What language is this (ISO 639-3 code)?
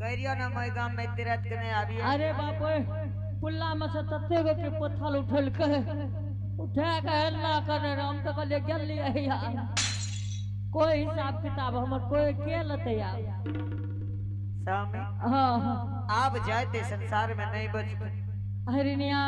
anp